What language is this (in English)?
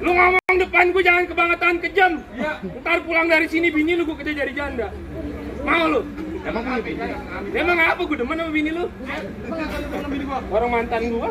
Betawi